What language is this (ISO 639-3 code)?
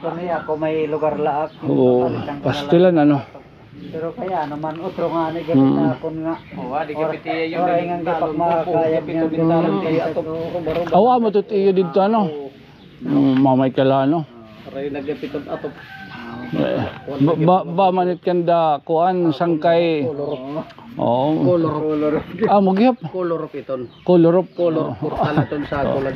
war